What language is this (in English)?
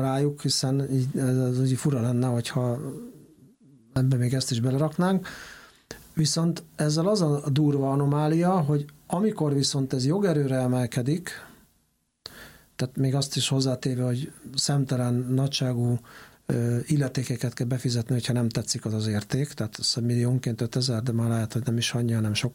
Hungarian